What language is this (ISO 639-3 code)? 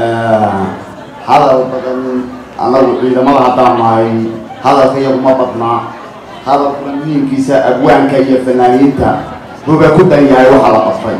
som